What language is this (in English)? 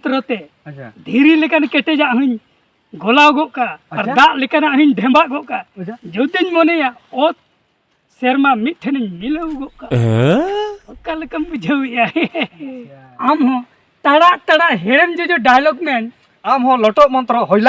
Santali